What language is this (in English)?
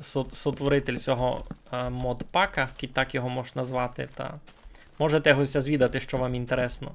Rusyn